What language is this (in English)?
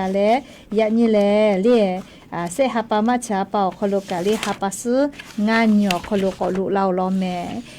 Lahu